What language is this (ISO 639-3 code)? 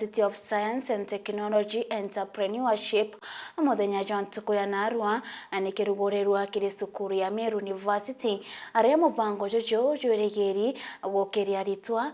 mer